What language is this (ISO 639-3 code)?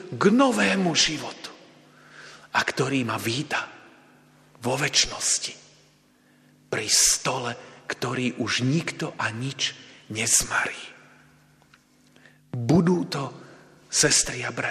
slk